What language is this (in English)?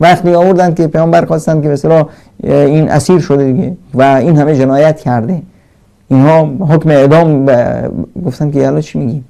Persian